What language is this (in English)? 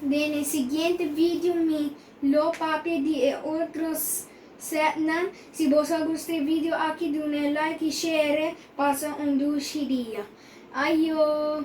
Papiamento